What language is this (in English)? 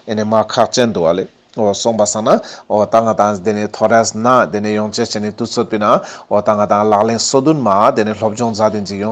Ladakhi